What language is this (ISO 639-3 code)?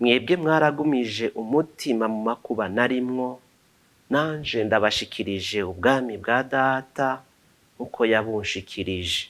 run